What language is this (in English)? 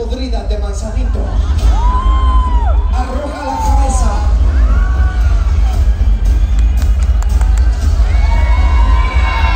Spanish